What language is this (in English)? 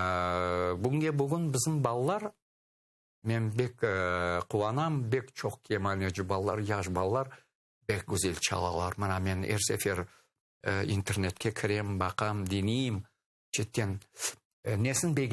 Crimean Tatar